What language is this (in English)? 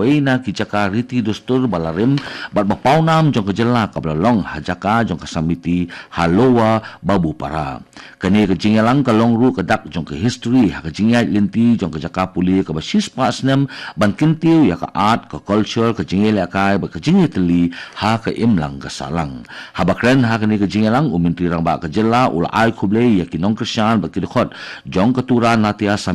Khasi